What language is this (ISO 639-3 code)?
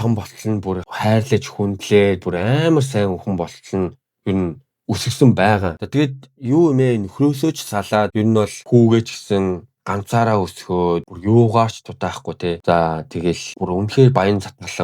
mon